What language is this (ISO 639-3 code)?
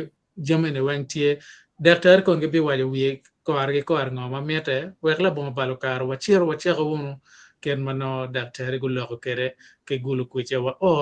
ach